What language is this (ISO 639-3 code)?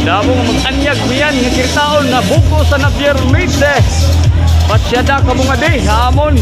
war